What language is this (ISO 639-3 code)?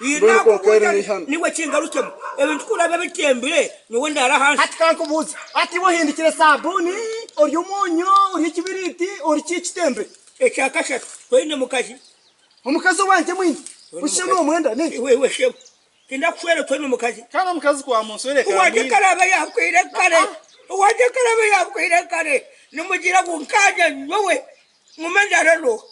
nyn